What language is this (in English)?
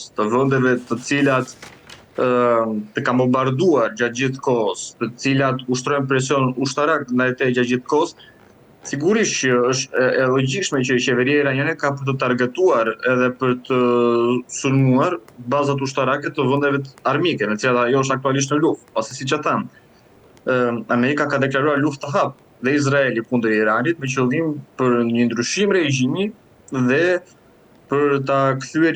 Albanian